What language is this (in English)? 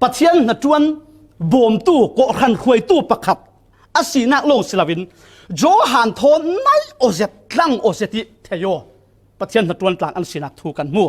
Falam Chin